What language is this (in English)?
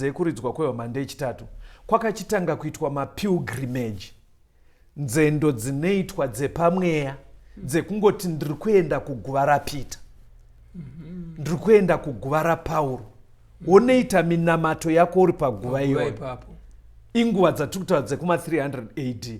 Shona